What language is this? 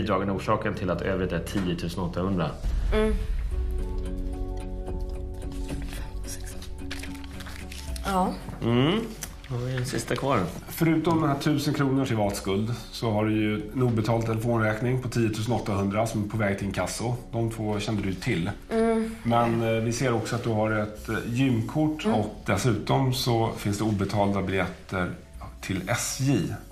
Swedish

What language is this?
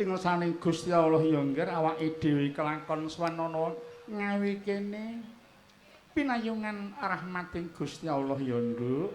Javanese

